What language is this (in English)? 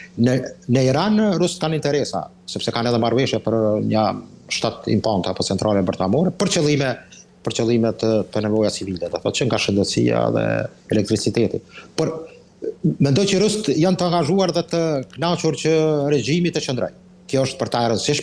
Albanian